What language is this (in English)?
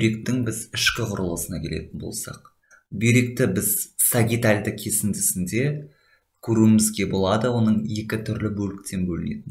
Kazakh